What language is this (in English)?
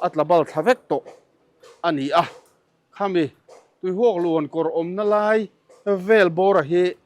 Mizo